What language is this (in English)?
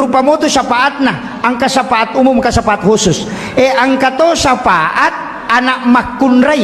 Buginese